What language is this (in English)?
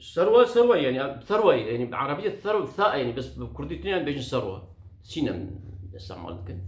Kurdish